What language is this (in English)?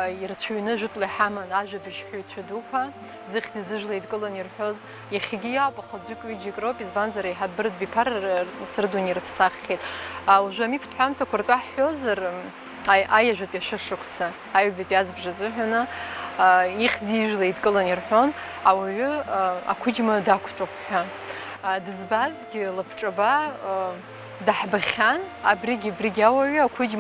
Abkhazian